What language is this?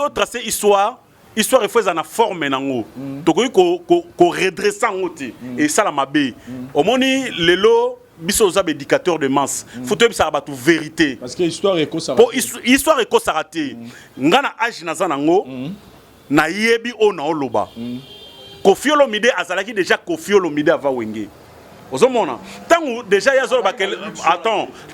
Lingala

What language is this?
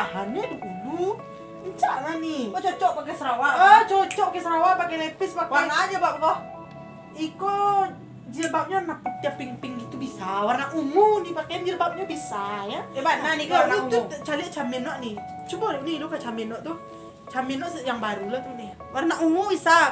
Minangkabau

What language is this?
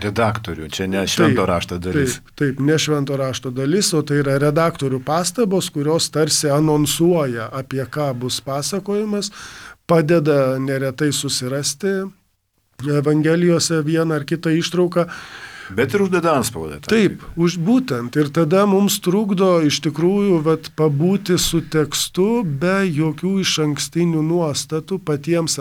Lithuanian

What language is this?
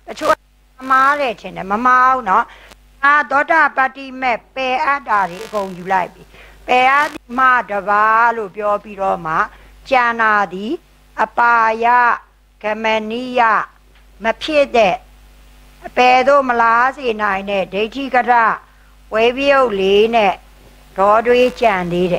Burmese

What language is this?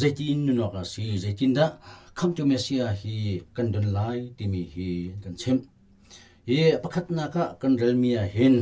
Hakha Chin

